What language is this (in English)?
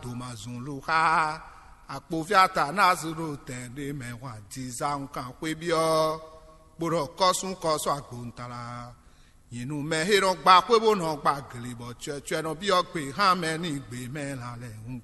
Fon